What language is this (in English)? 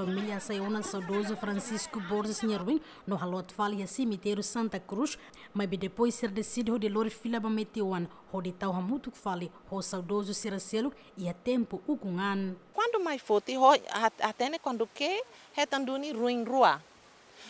Tetum